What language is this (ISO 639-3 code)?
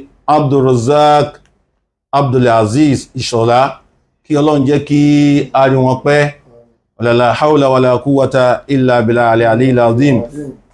yor